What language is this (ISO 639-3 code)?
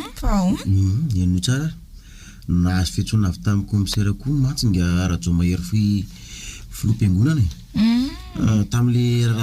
mlg